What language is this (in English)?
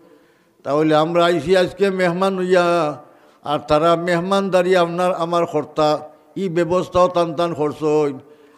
Sylheti